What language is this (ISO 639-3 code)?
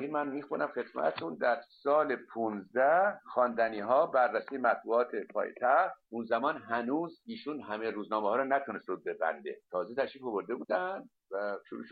fas